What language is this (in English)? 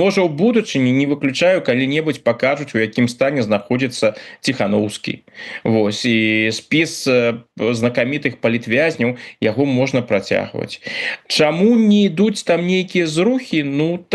Belarusian